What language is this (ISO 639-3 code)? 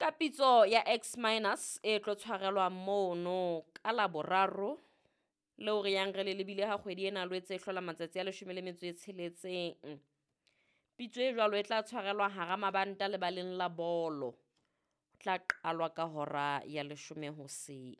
sot